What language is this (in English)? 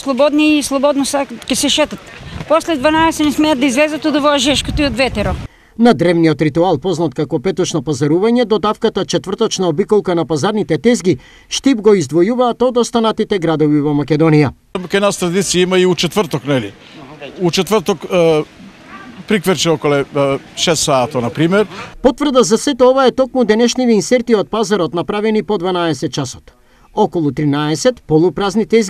Macedonian